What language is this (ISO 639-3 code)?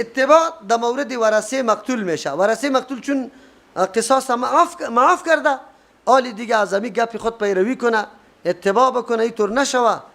fas